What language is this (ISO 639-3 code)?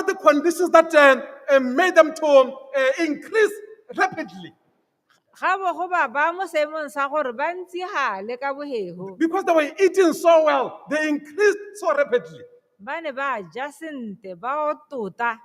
tsn